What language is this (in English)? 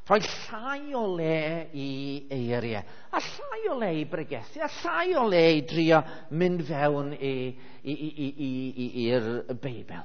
Welsh